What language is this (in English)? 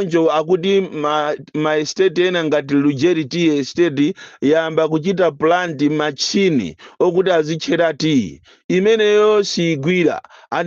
Nyanja